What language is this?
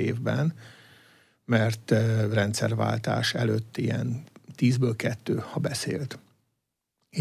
Hungarian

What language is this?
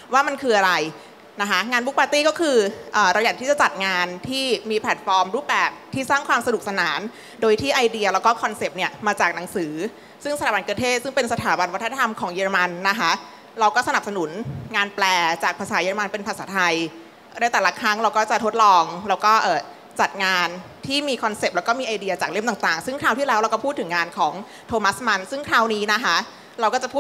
Thai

